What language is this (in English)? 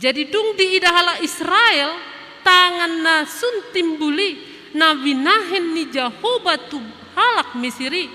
Batak Toba